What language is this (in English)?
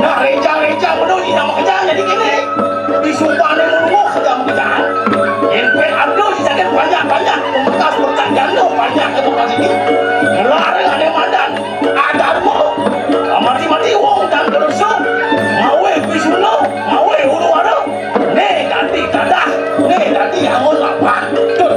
Balinese